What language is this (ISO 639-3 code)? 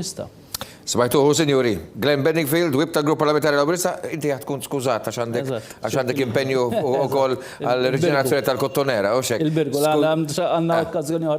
mlt